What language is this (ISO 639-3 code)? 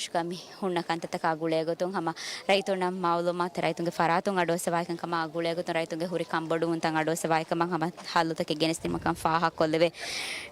div